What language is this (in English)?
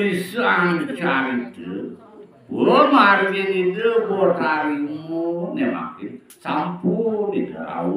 Balinese